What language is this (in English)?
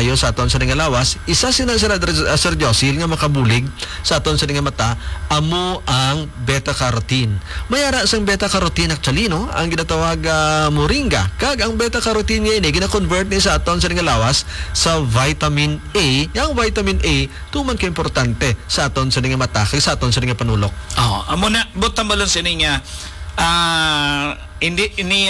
Hiligaynon